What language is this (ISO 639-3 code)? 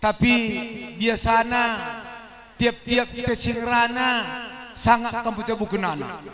btx